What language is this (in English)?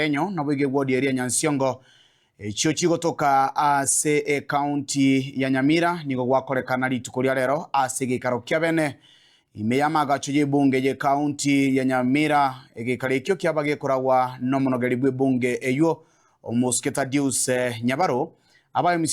Gusii